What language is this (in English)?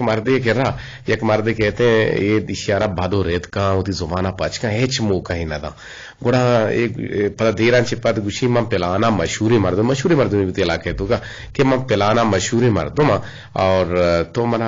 Eastern Balochi